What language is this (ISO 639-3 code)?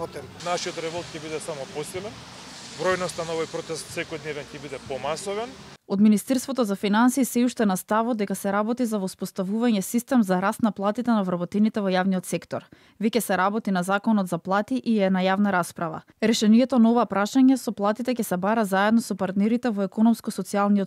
mkd